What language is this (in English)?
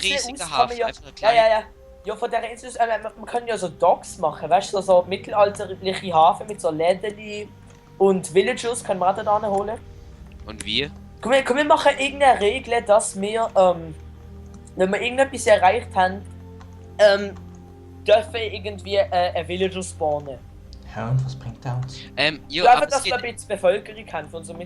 Swiss German